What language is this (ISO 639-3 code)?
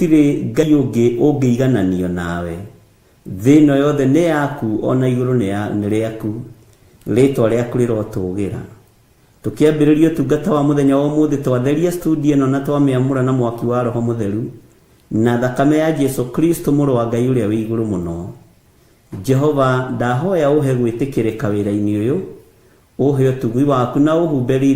kik